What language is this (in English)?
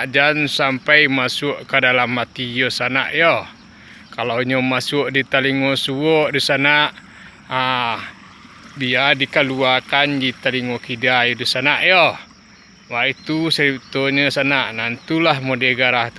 Minangkabau